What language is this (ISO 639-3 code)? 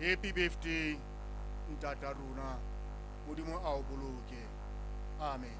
sot